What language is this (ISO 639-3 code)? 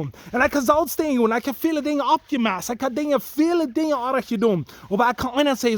pdt